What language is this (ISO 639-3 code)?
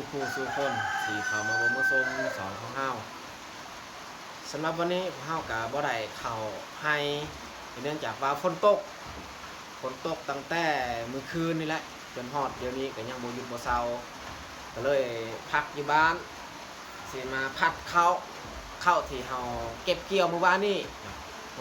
lao